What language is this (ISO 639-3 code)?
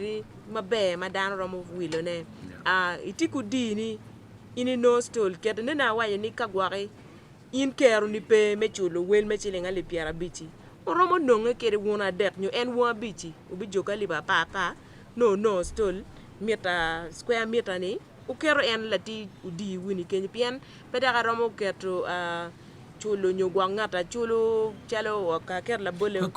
ach